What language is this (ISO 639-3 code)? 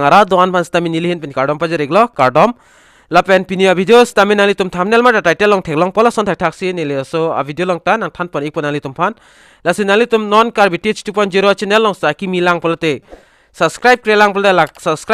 mjw